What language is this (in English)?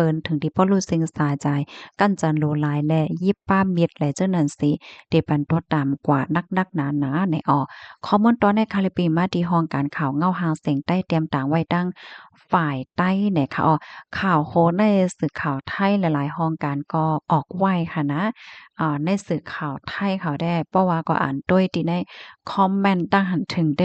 Shan